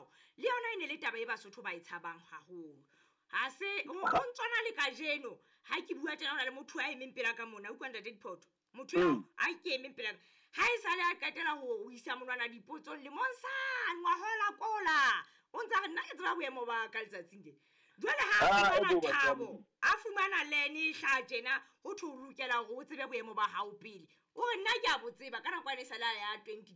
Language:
Southern Sotho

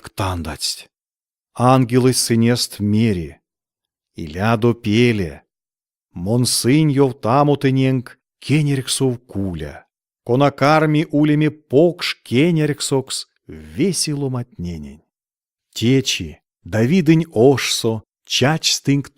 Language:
Erzya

